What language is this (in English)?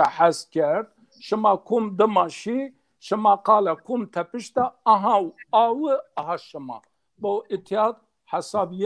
Zaza